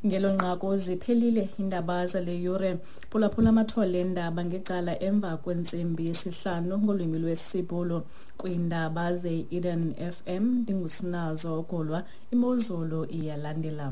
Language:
Xhosa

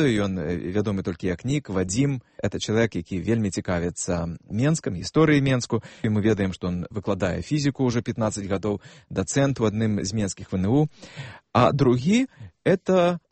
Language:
Belarusian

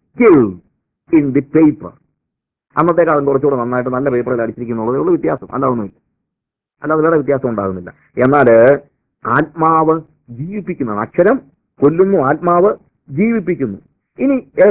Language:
Malayalam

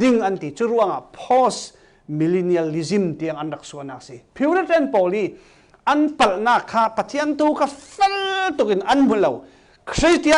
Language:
Falam Chin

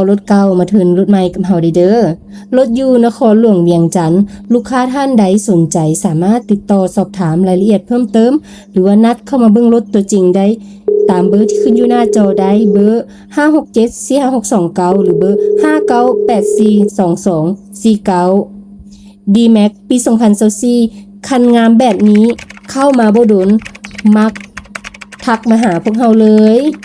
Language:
Lao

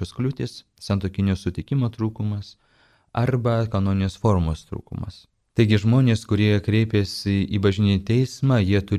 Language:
Lithuanian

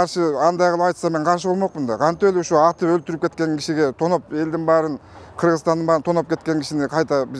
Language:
Kyrgyz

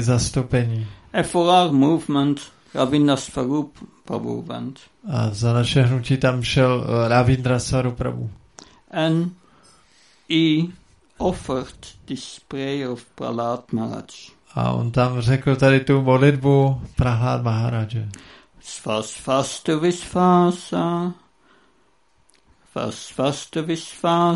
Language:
Czech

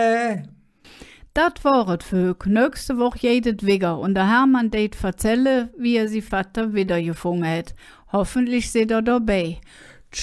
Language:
Colognian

